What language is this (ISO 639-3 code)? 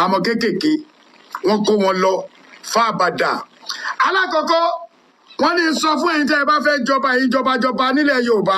yor